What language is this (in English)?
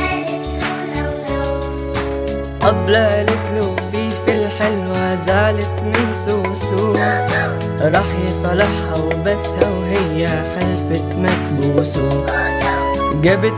Egyptian Arabic